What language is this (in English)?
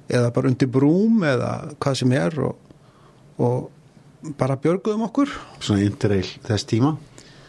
Icelandic